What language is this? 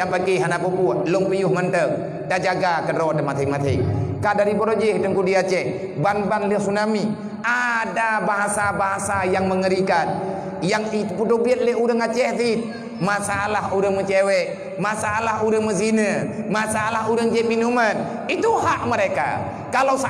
Achinese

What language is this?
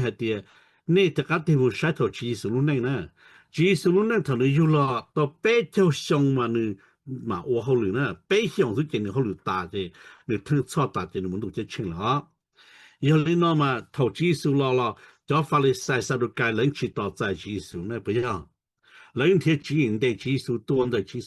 Hmong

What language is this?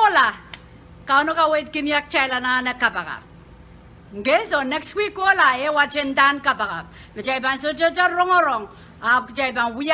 Pohnpeian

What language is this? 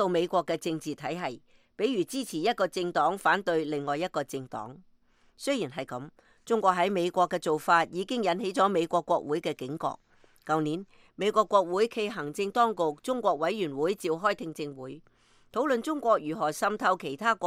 Cantonese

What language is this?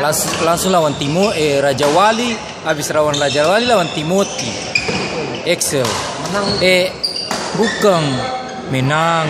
Ambonese Malay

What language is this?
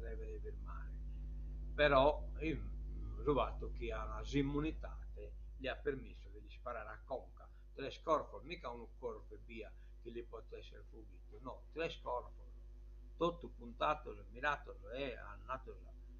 Sardinian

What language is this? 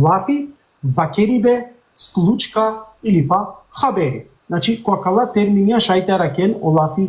Balkan Romani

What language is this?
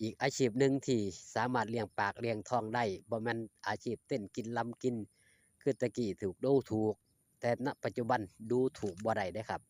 Northeastern Thai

